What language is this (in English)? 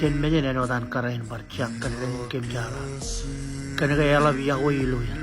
Marshallese